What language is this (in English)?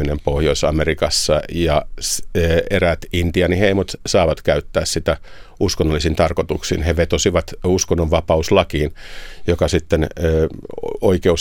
Finnish